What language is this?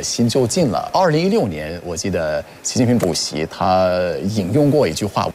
Chinese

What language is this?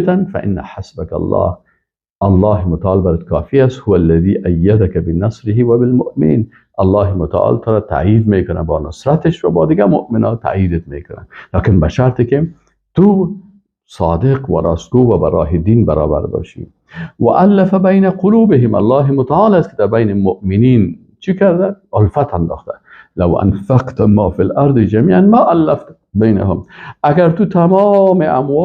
Persian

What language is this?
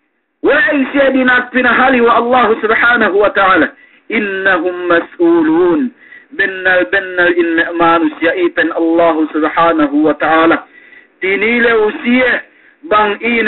Yakan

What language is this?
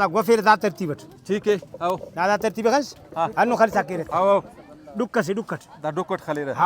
Brahui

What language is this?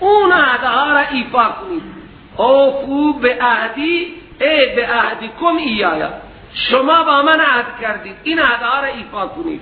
Persian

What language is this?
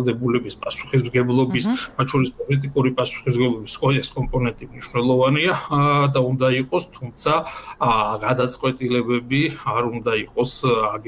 Georgian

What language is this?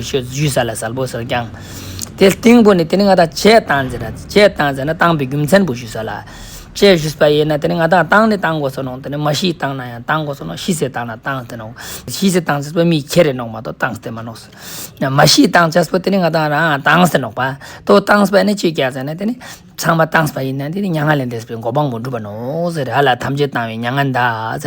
Ladakhi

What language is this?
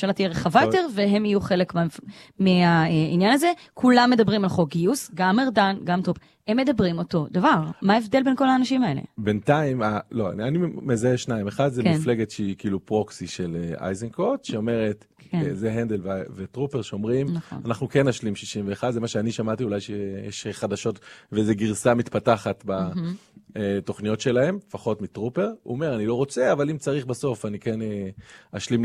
Hebrew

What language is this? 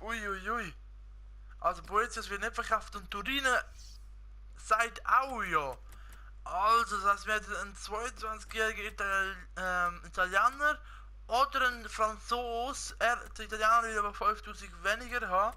Swiss German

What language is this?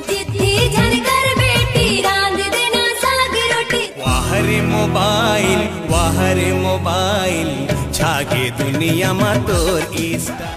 Chhattisgarhi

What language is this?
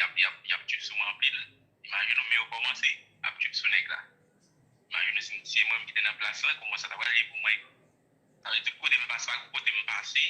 Haitian Creole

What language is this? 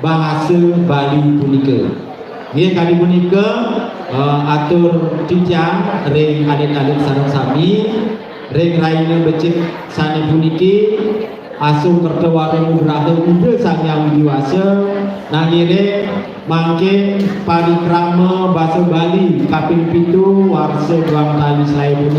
Balinese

